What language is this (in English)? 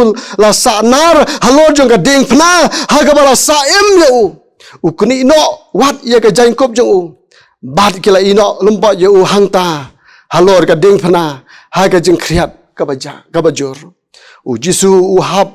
Khasi